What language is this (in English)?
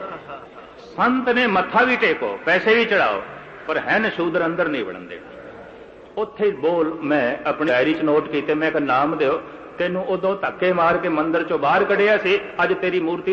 Punjabi